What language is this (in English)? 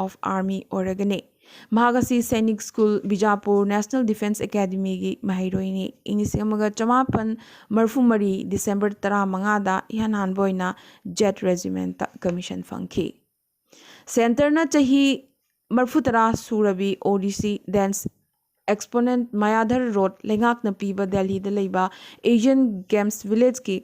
Manipuri